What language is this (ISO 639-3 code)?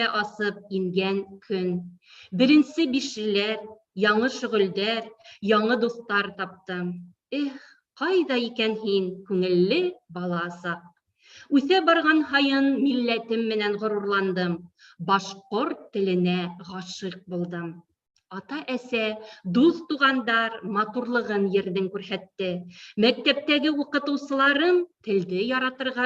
bak